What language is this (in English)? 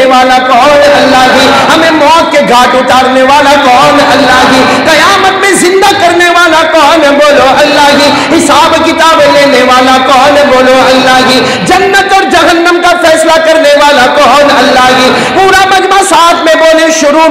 Urdu